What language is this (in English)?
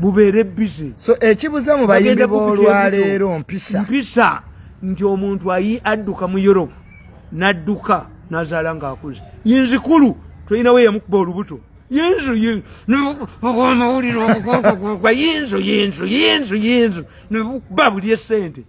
Ganda